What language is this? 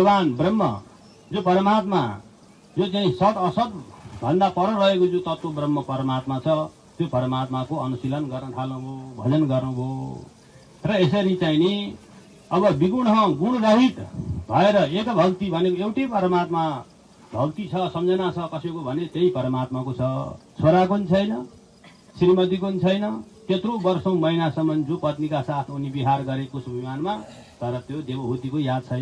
Nepali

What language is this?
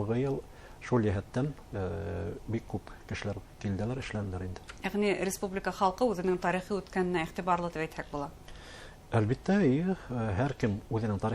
Bashkir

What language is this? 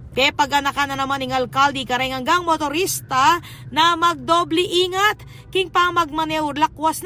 Pampanga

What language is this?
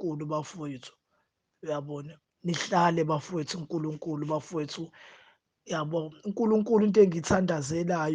Zulu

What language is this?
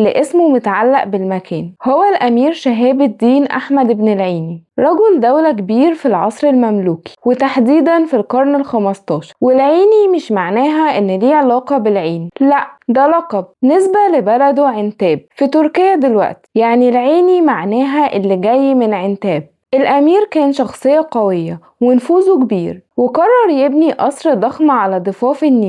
Egyptian Arabic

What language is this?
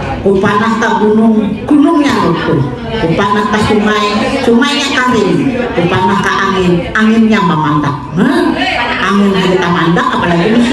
Banjar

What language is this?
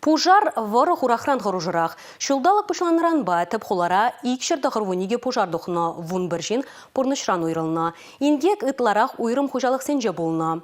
Chuvash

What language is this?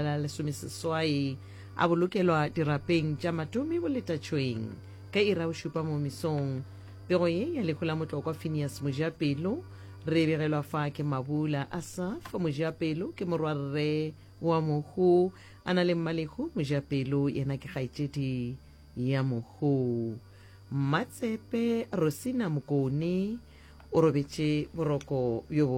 Northern Sotho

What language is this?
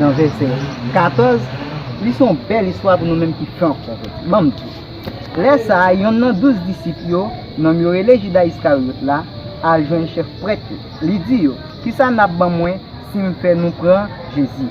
Haitian Creole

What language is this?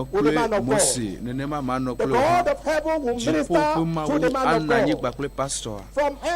Ewe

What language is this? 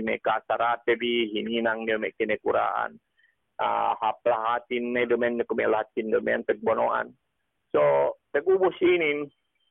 Yakan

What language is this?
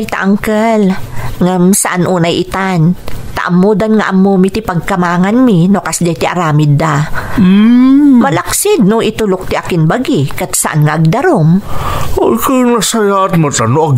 Iloko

